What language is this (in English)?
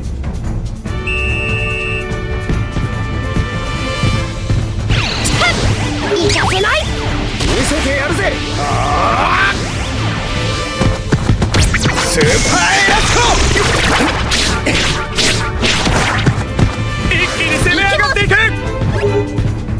Japanese